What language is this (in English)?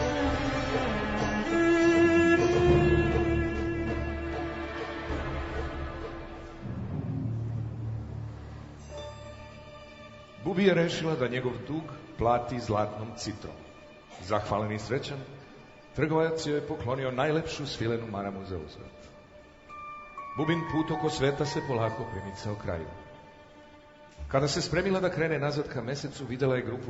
Serbian